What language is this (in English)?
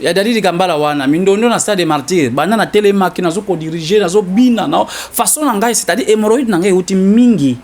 Lingala